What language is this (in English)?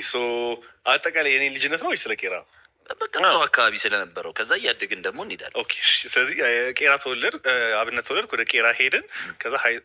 Amharic